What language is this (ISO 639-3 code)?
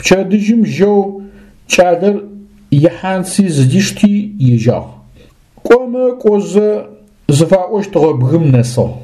ady